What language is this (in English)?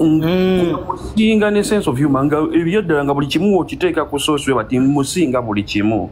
Ganda